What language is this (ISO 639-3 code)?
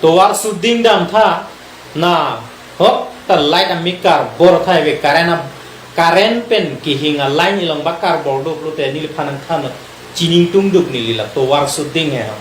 mjw